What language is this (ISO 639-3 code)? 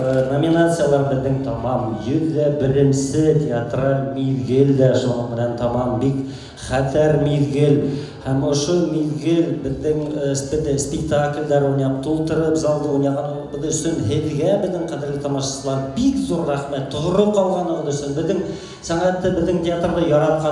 bak